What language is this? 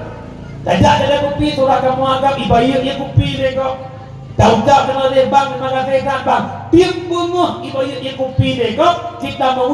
Achinese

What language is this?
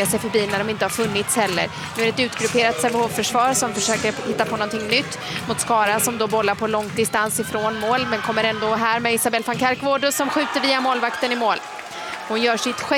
Swedish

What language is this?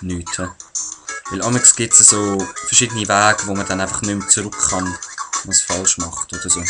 Swiss German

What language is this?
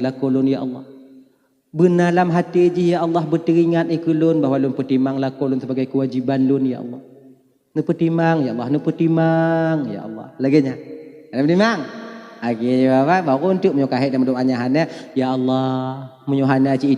Achinese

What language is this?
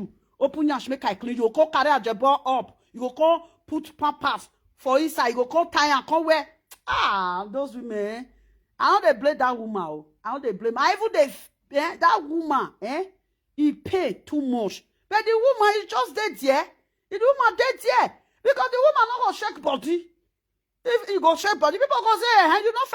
Nigerian Pidgin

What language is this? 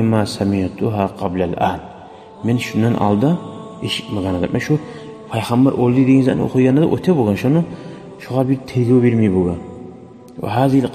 Kumyk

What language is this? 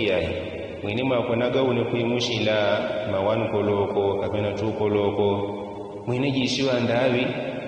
Yao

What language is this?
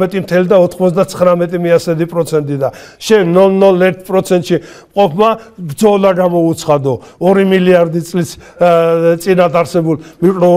Georgian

